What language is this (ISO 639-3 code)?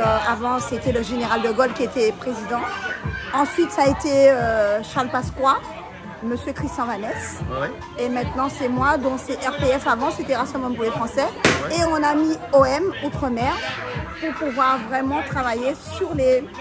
rcf